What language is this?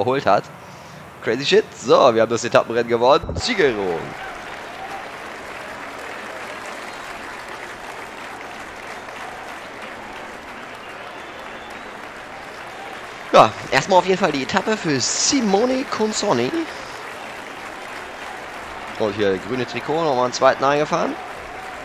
German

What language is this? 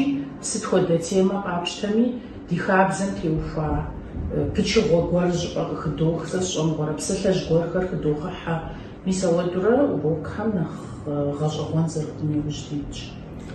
Kabardian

